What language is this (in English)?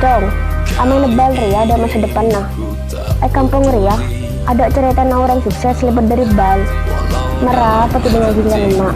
Madurese